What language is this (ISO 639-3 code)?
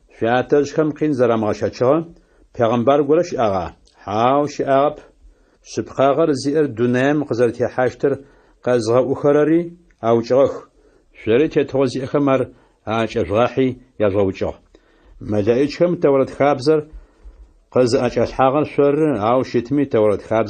ady